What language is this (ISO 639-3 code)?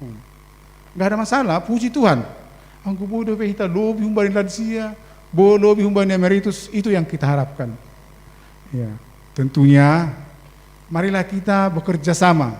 bts